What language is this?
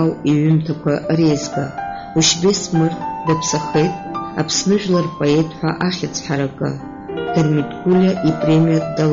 Abkhazian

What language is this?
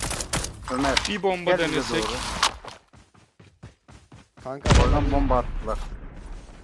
Turkish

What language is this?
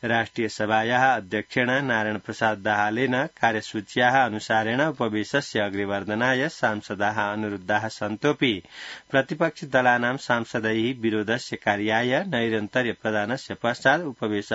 Sanskrit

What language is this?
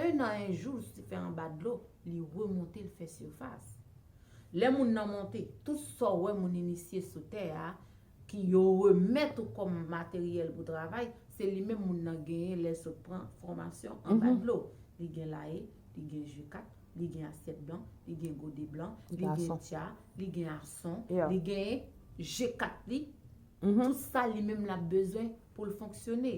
Haitian Creole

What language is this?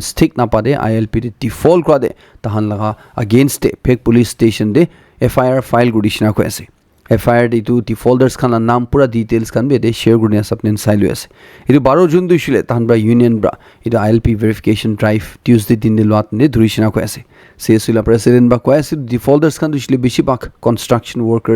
Naga Pidgin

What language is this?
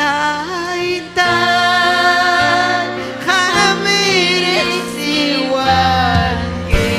Ayacucho Quechua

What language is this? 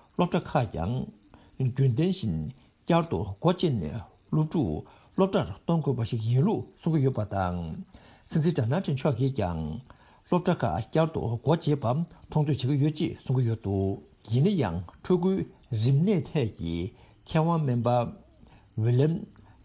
Tibetan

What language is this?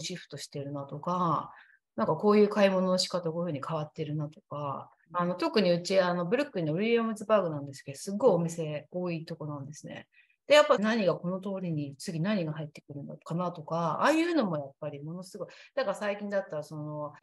Japanese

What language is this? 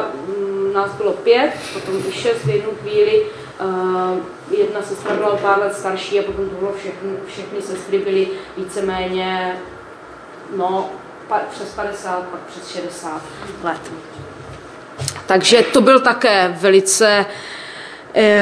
Czech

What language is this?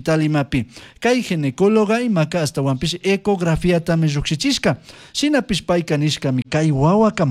Chimborazo Highland Quichua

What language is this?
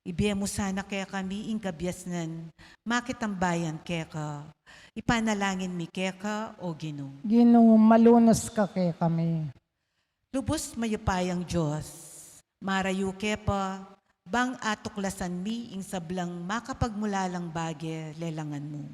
Pampanga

